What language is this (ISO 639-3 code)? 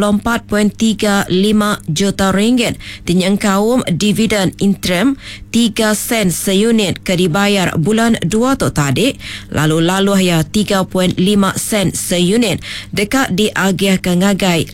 iba